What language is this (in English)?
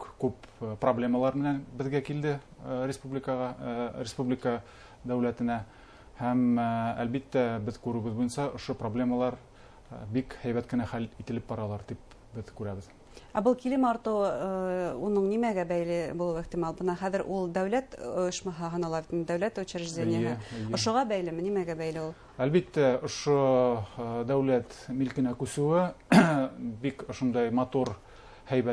Bashkir